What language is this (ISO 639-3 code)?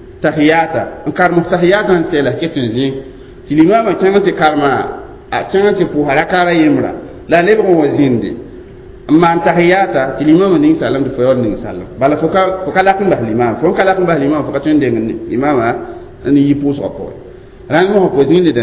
mos